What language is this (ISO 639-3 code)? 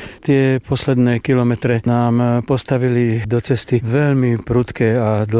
slk